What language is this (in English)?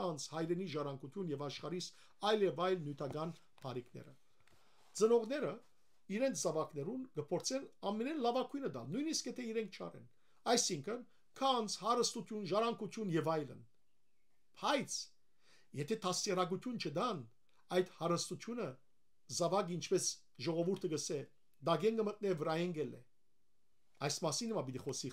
Western Armenian